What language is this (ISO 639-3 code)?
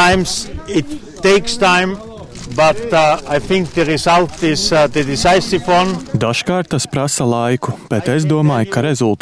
lav